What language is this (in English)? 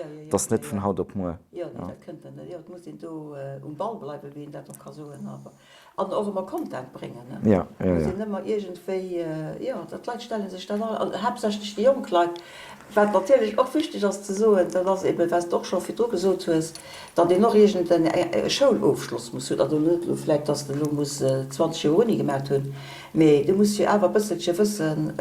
Luxembourgish